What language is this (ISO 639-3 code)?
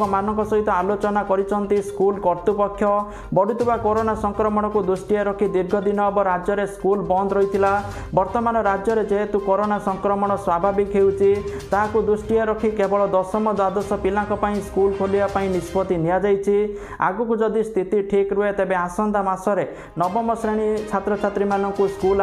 ori